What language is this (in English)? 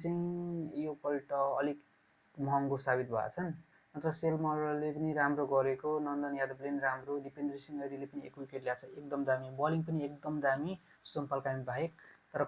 Nepali